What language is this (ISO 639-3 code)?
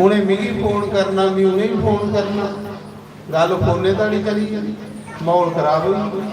doi